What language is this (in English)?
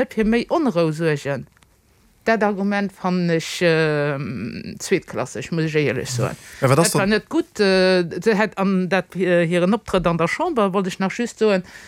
Luxembourgish